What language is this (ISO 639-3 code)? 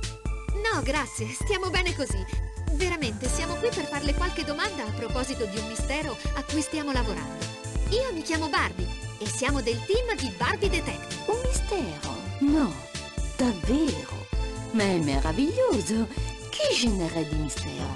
ita